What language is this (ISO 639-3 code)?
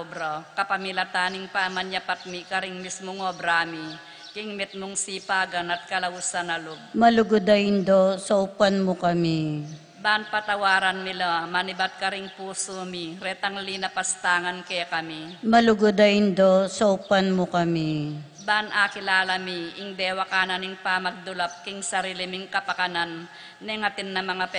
pam